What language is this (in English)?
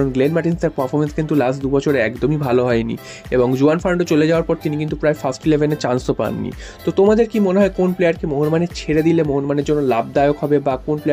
Bangla